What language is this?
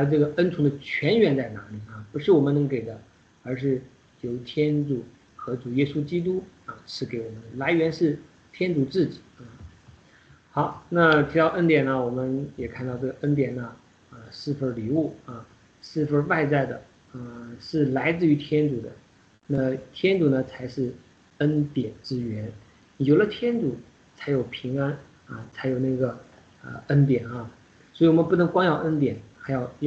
Chinese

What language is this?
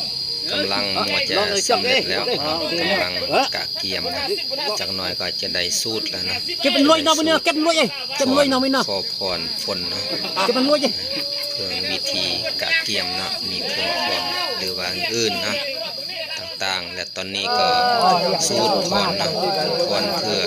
Lao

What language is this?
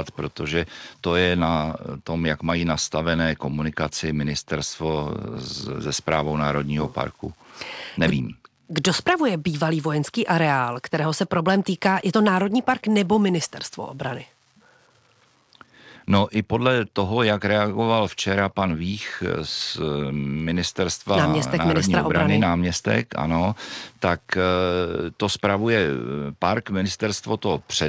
Czech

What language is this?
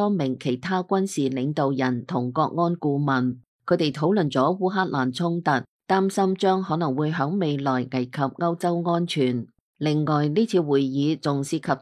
Cantonese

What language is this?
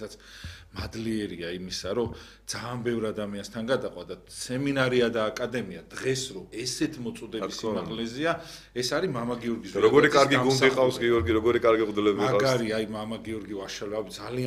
Georgian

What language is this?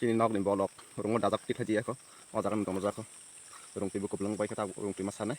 Kok Borok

